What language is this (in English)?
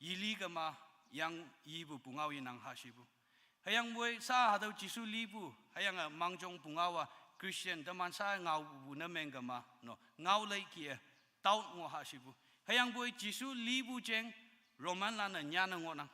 Konyak Naga